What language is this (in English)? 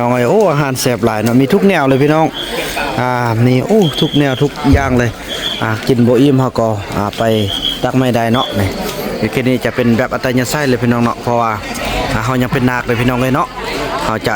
Northeastern Thai